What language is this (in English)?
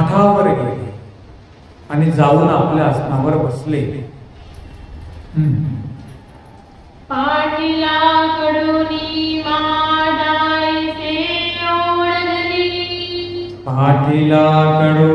Marathi